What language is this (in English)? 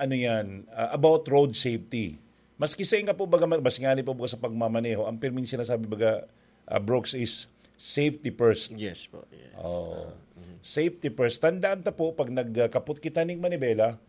Bikol